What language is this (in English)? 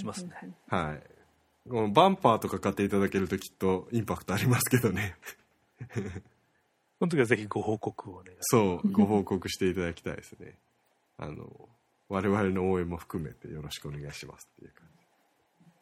Japanese